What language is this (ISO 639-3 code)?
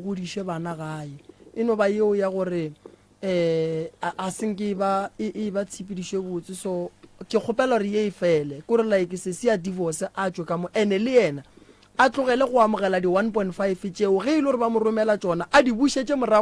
nso